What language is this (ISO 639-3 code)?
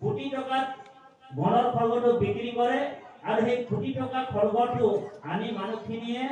asm